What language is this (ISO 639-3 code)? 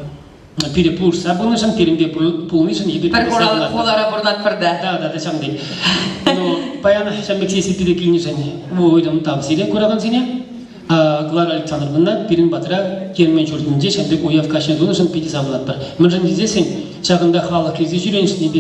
chv